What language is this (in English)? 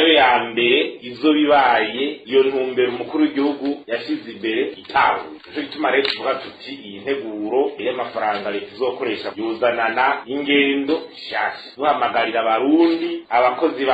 Rundi